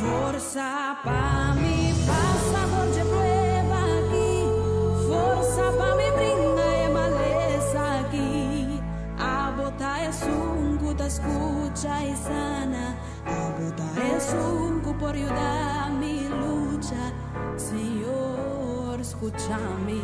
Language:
Papiamento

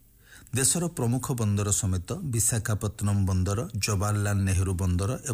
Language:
Odia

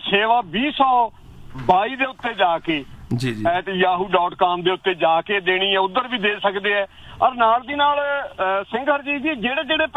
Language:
Punjabi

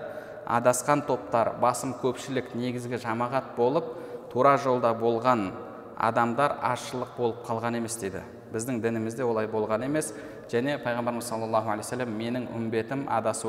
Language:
Kazakh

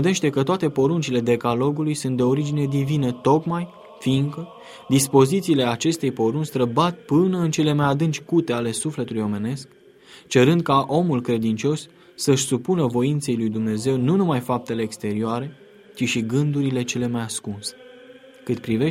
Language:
Romanian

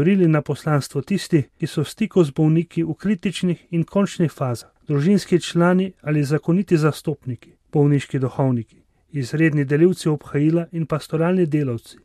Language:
Slovenian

